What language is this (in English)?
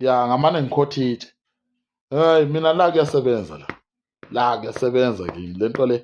Zulu